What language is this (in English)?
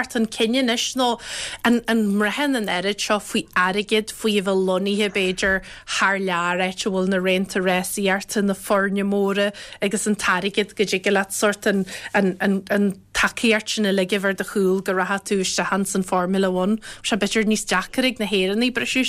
Irish